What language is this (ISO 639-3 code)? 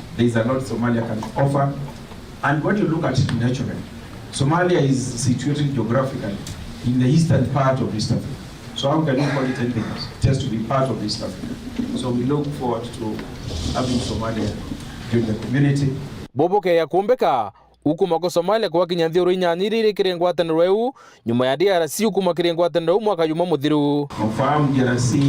mer